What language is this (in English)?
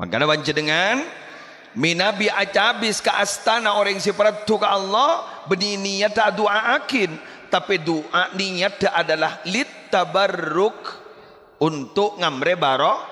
Madurese